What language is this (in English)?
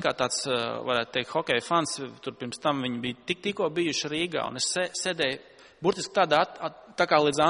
Latvian